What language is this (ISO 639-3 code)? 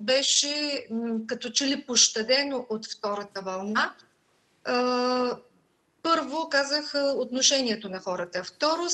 bul